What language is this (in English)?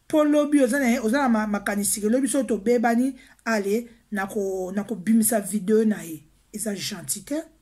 Lingala